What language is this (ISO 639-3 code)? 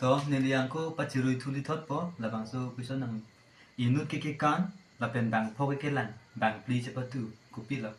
mjw